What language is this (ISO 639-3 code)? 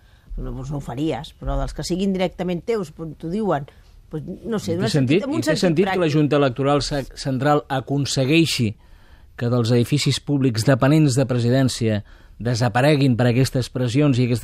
cat